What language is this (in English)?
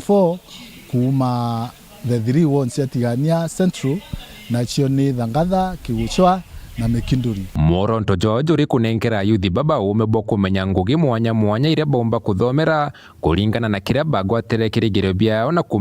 Meru